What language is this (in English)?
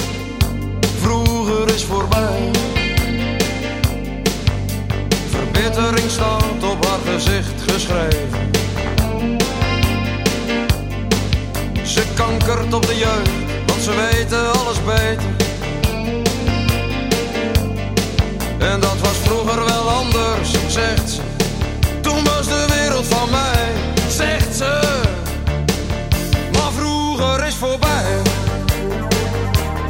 Dutch